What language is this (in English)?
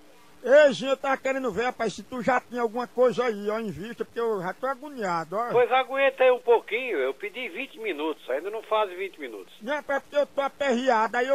Portuguese